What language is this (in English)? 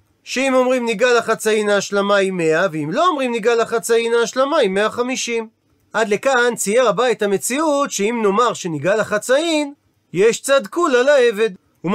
Hebrew